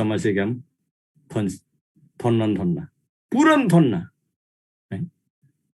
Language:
Eastern Tamang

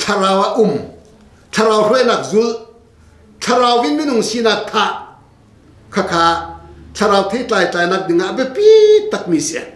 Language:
Hakha Chin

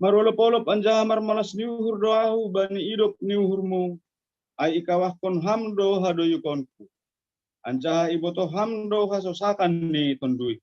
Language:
Batak Simalungun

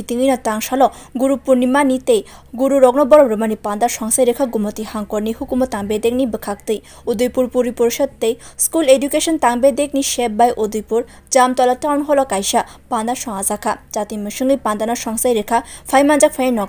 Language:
Kok Borok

